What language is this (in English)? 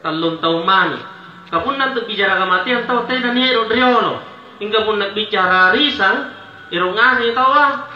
Makasar